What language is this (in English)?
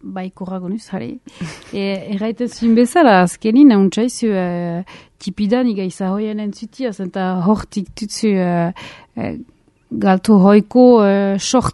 Basque